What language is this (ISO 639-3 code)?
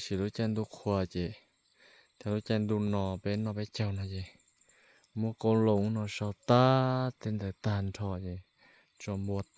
hmn